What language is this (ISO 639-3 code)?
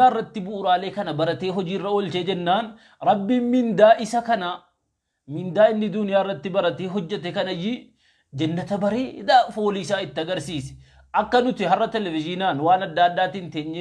orm